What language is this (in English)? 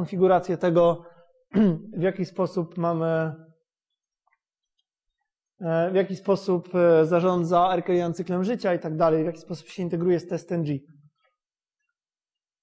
Polish